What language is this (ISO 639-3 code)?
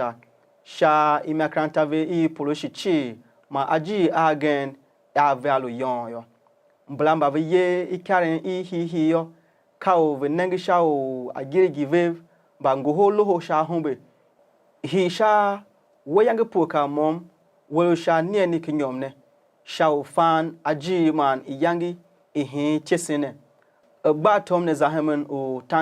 tiv